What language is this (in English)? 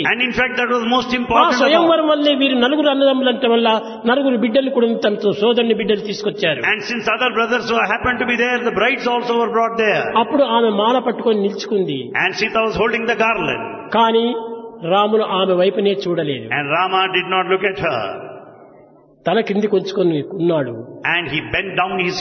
Telugu